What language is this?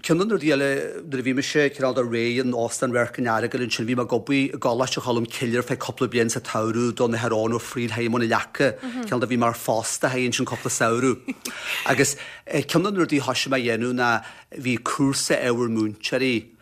Irish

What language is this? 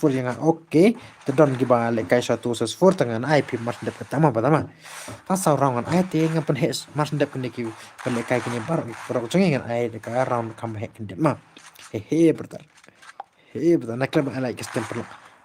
Khasi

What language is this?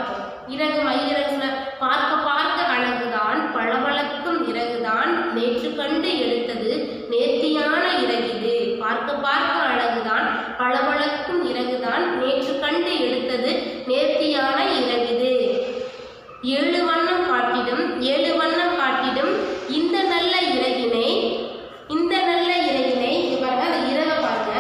Tamil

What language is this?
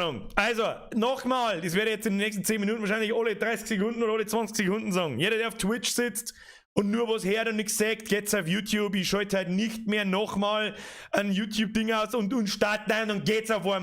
Bavarian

